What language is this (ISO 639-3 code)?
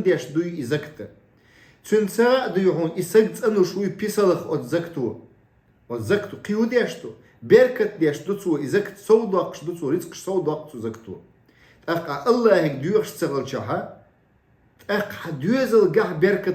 che